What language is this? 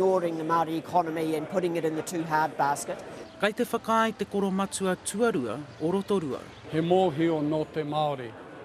Māori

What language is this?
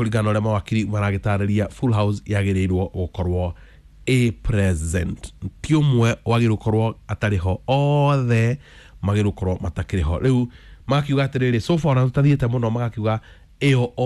Kikuyu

